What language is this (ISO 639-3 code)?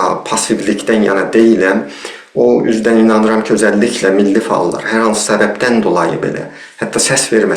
azb